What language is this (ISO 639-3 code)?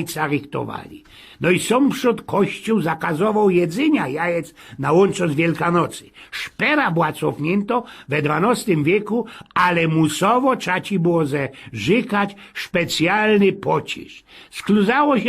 szl